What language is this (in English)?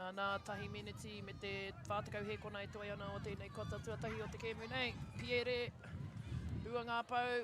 Māori